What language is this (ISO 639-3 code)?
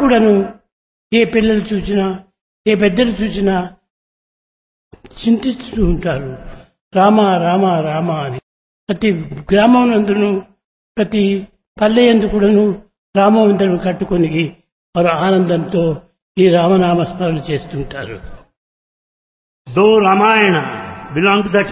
tel